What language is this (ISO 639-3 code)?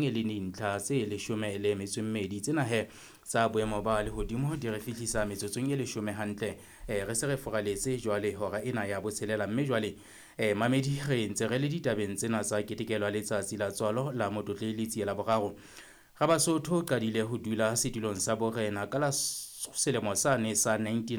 sot